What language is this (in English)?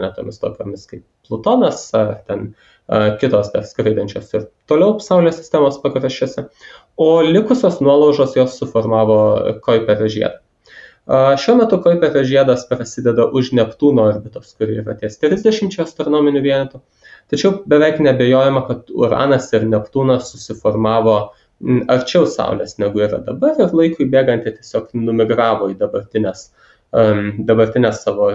Lithuanian